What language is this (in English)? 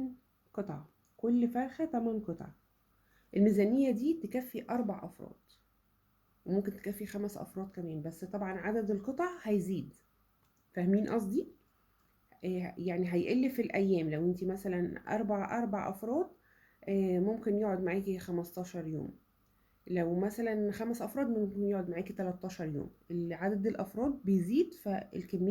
Egyptian Arabic